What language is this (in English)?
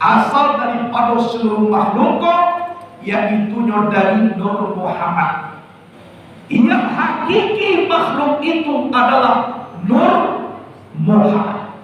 Minangkabau